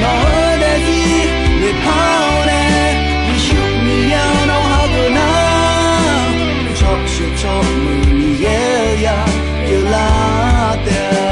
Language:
Akha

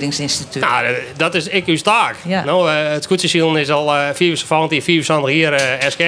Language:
Western Frisian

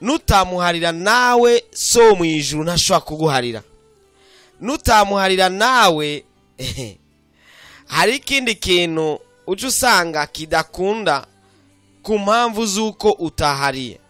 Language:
Rundi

